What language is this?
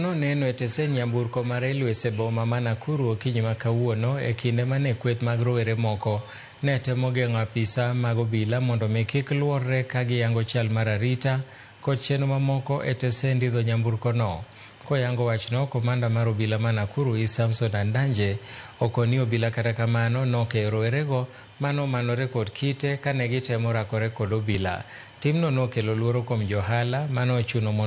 Luo (Kenya and Tanzania)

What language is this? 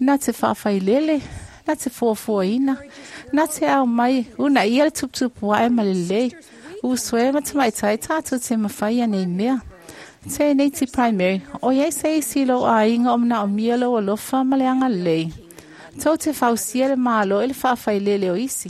Samoan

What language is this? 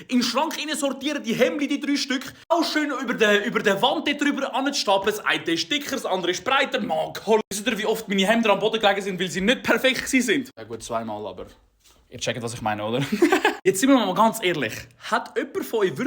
Swiss German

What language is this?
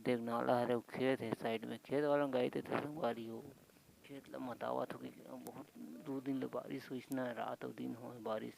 Chhattisgarhi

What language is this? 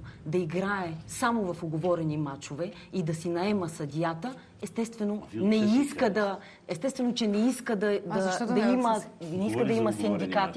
Bulgarian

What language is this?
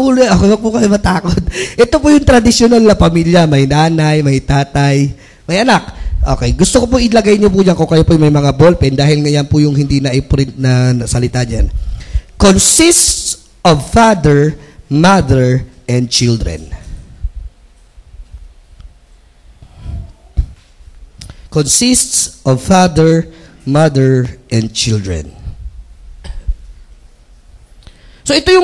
Filipino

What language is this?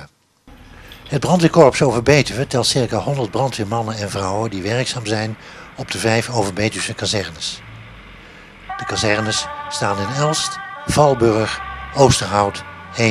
Dutch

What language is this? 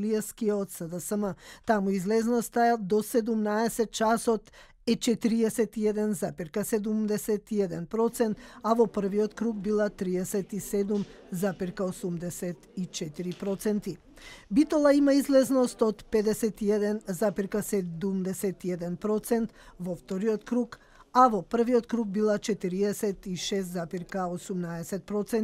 Macedonian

